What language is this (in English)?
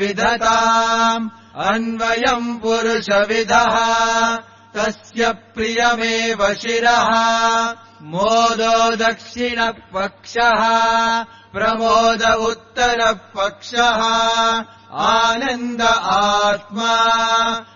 Sanskrit